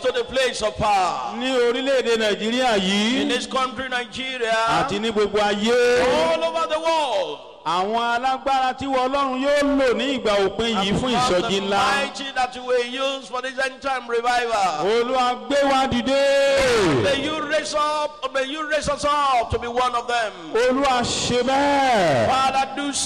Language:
Yoruba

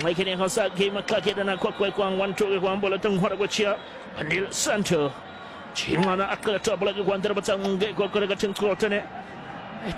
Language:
Swahili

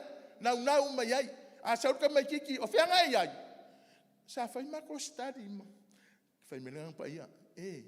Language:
Samoan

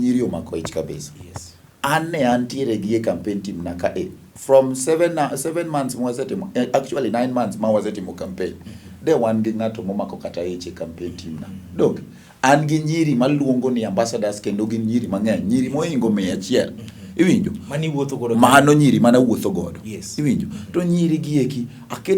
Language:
Luo (Kenya and Tanzania)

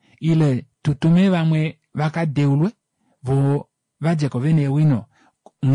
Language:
Kuanyama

